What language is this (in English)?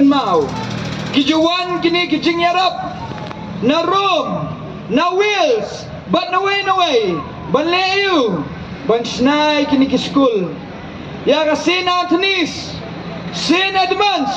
Khasi